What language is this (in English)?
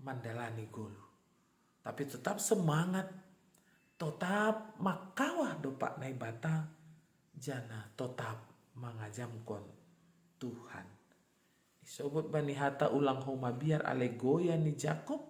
Batak Simalungun